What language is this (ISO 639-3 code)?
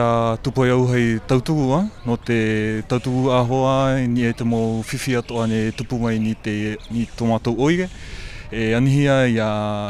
tah